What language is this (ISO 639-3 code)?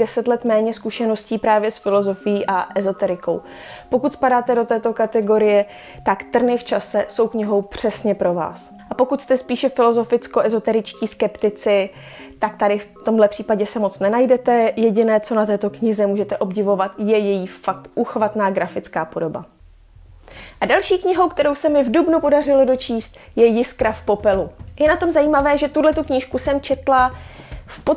ces